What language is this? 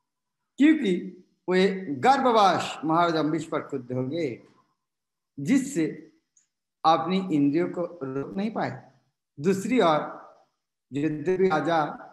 Hindi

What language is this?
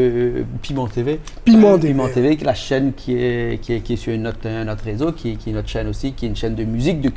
Réunion Creole French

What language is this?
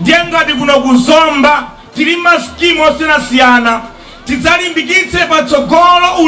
Nyanja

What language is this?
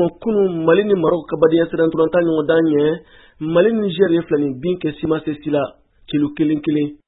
Bambara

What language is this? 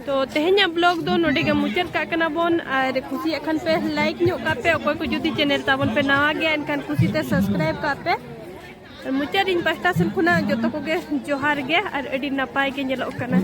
Santali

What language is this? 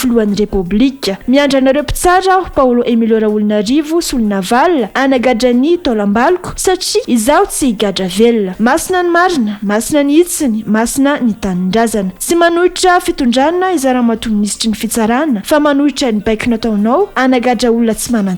Malagasy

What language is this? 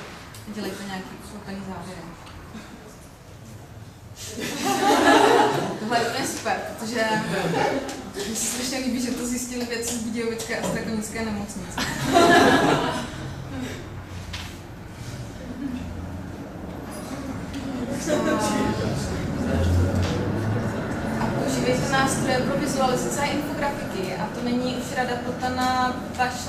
Czech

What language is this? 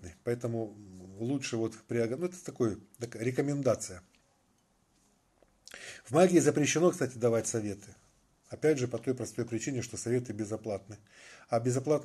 Russian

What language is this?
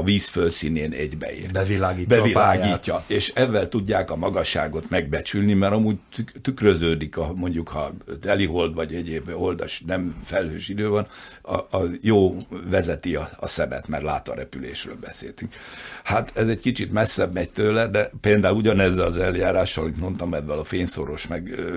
Hungarian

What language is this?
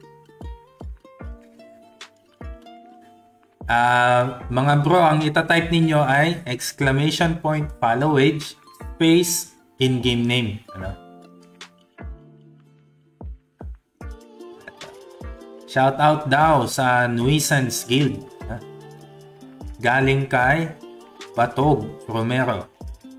Filipino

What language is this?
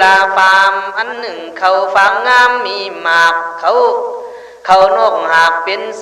Khün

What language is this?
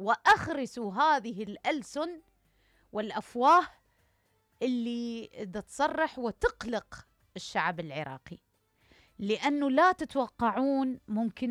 Mesopotamian Arabic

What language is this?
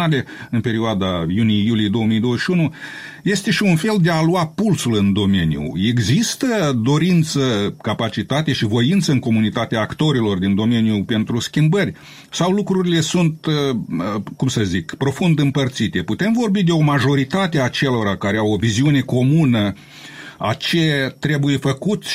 Romanian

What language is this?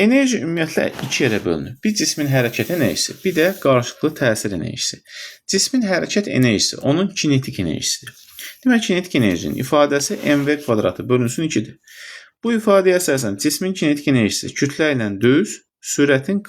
Azerbaijani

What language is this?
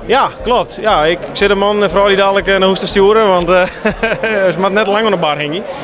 Western Frisian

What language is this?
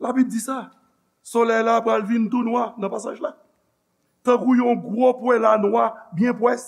Haitian Creole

